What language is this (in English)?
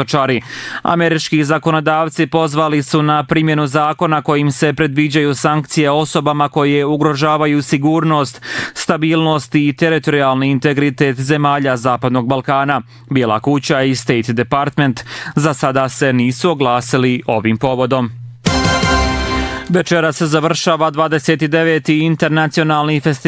Bosnian